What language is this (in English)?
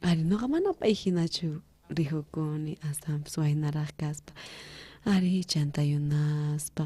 South Bolivian Quechua